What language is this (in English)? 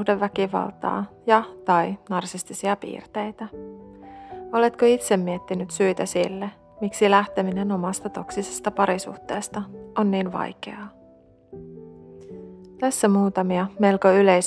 Finnish